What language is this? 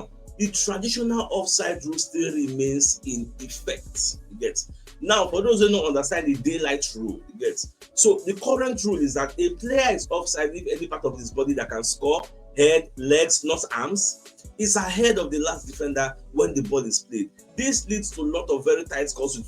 Nigerian Pidgin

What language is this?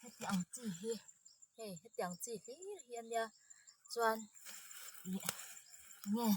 Mizo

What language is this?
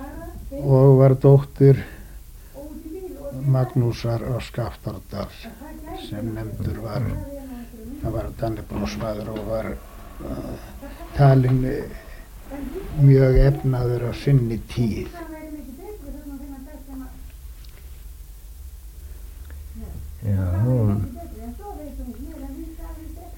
Icelandic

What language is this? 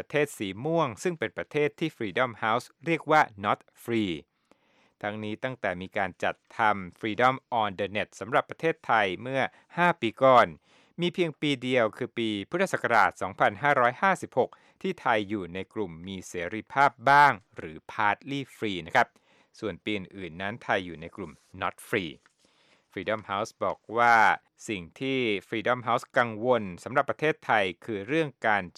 Thai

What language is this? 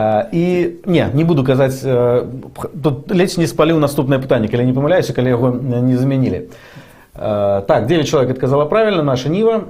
Belarusian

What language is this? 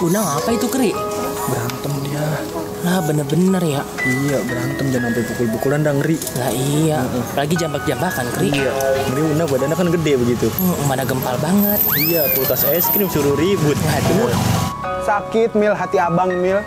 Betawi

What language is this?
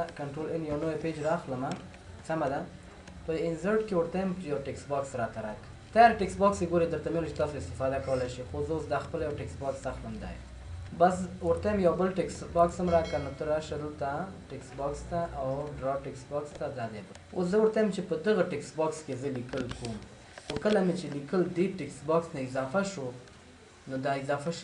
Pashto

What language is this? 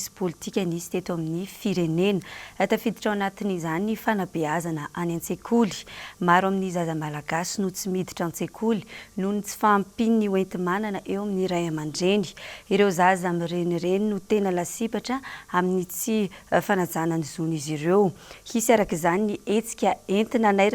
Malagasy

